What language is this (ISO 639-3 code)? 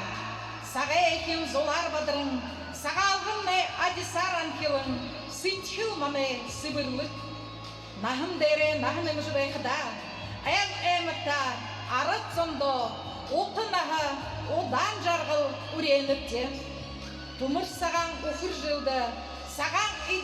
bua